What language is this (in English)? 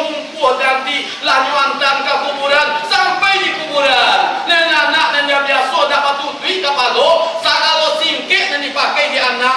Minangkabau